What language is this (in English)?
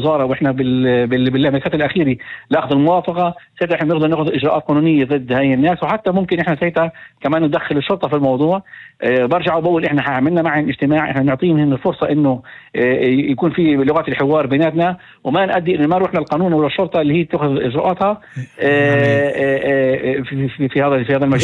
North Levantine Arabic